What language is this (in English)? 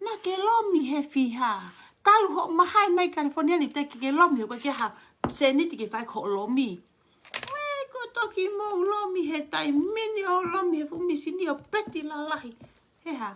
Tongan